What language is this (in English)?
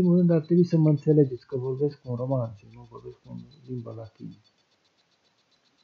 Romanian